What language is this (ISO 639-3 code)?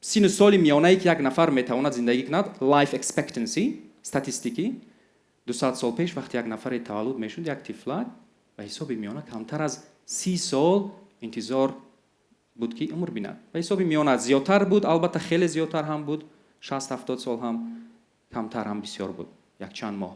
tgk